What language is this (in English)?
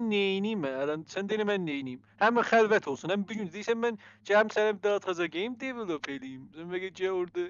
South Azerbaijani